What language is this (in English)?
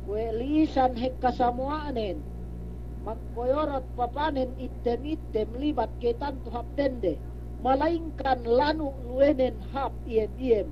Yakan